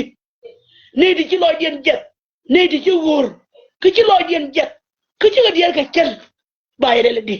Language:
Nuer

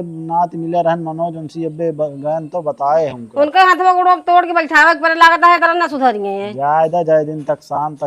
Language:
Awadhi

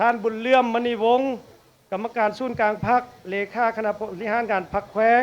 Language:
Lao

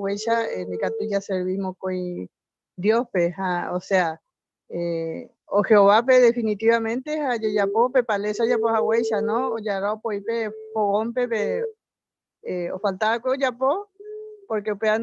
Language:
Guarani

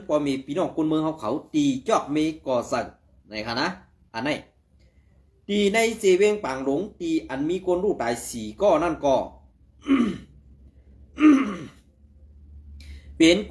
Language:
Shan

